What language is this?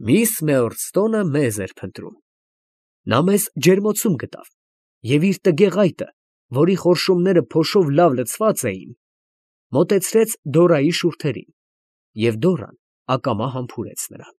Armenian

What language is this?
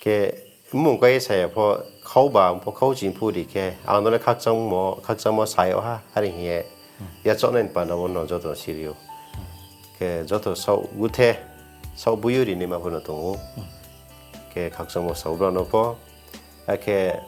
Riang (India)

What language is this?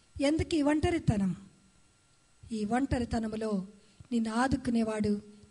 Telugu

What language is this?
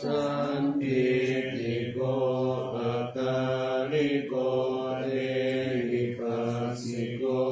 Pali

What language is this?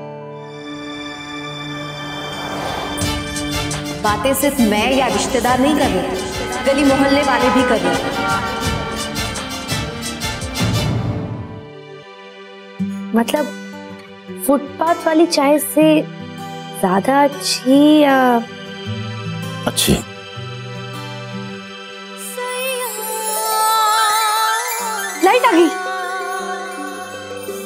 Hindi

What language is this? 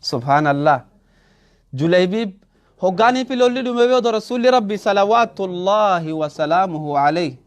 Oromo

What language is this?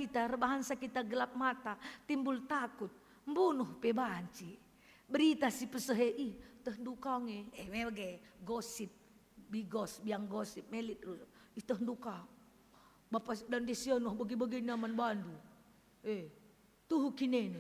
Batak Karo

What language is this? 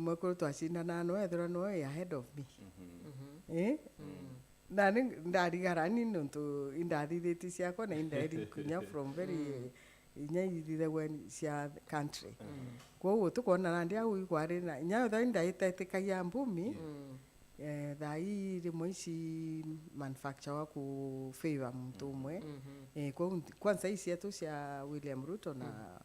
Meru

